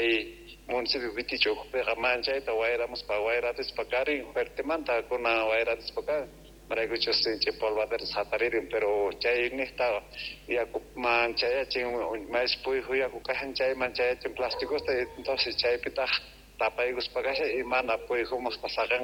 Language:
South Bolivian Quechua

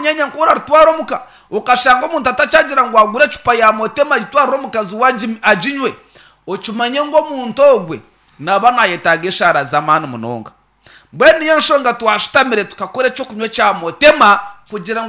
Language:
Nyankole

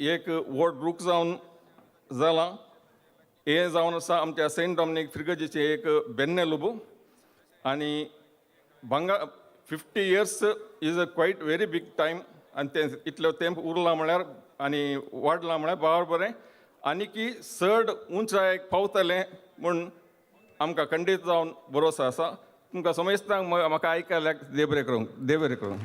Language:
Konkani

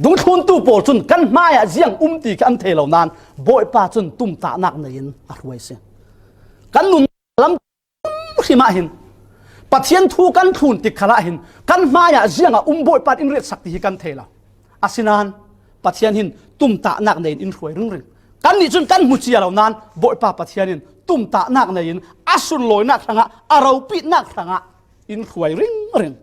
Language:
Falam Chin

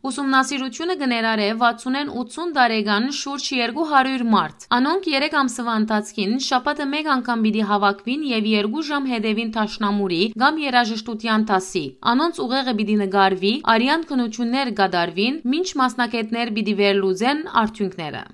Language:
Western Armenian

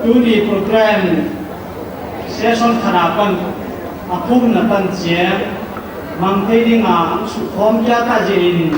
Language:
Paite Chin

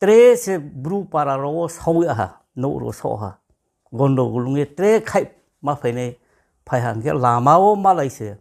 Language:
Riang (India)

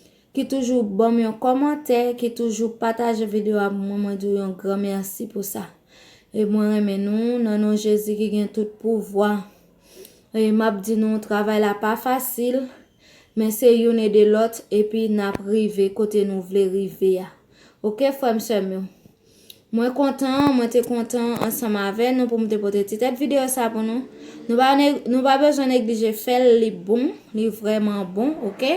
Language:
Haitian Creole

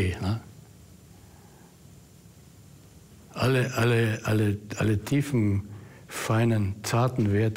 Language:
German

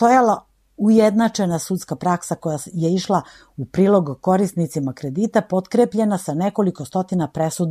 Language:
Serbian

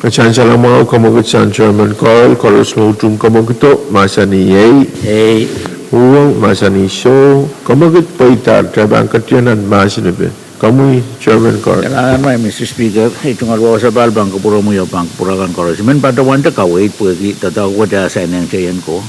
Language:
Pohnpeian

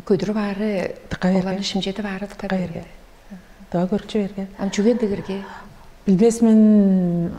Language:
Tuvinian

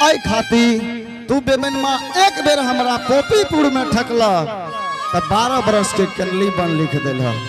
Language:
Angika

